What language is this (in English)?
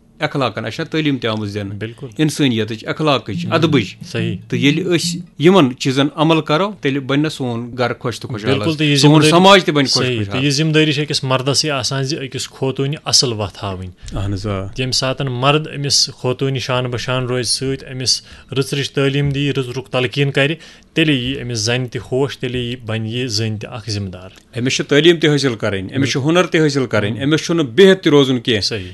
Kashmiri